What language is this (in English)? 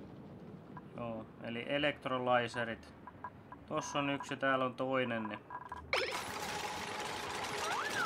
Finnish